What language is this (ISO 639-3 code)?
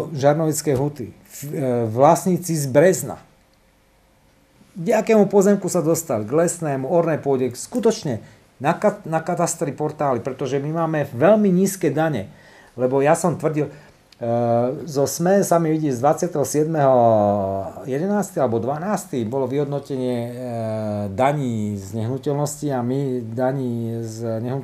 slk